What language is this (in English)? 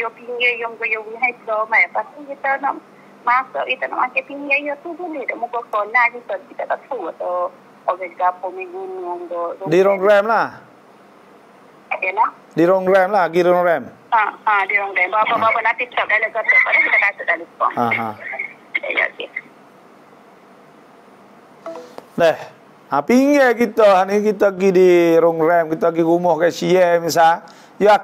Malay